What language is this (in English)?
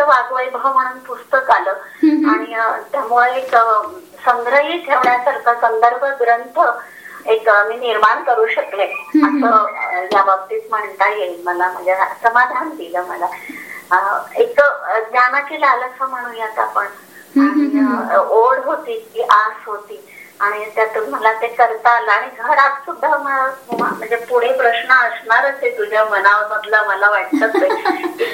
Marathi